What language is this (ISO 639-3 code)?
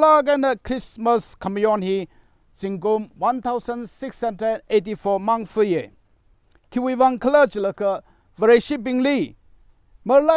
nmf